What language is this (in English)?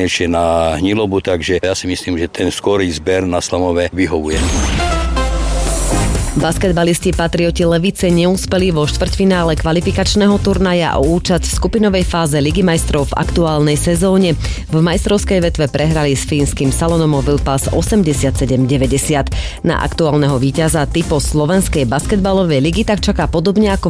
Slovak